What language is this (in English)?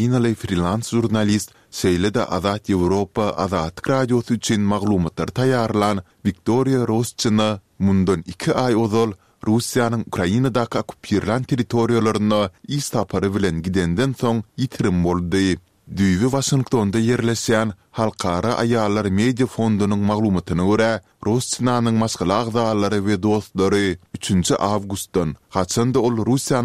Turkmen